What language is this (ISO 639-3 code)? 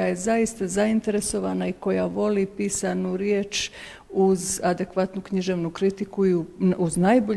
bos